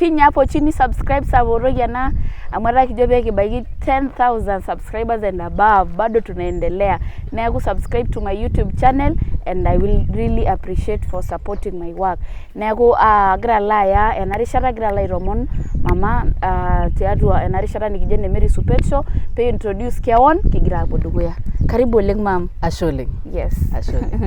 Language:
Masai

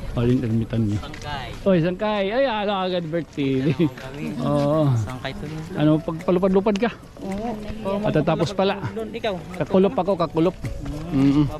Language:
Waray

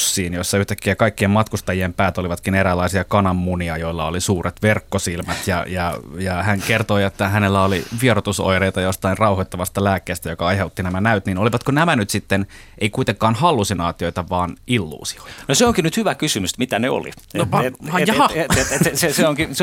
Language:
Finnish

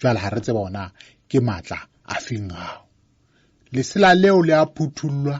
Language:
Southern Sotho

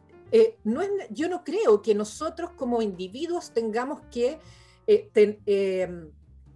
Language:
Spanish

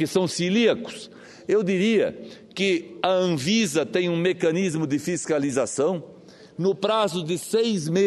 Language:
Portuguese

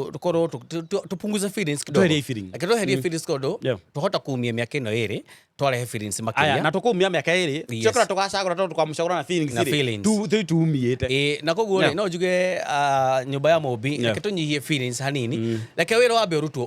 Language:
Kikuyu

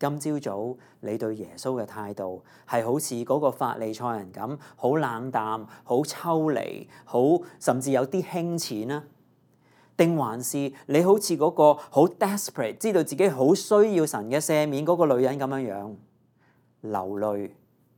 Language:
Cantonese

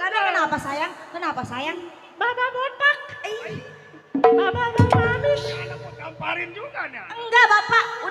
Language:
Betawi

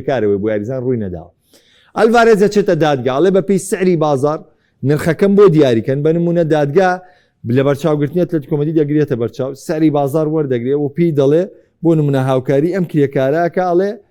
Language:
Central Kurdish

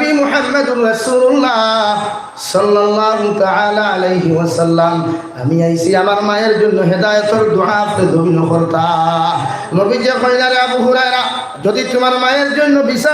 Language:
Sylheti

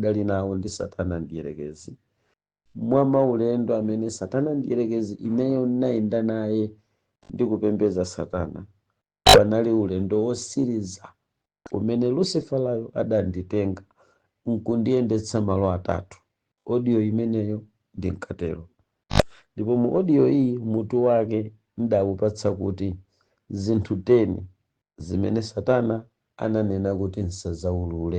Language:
Nyanja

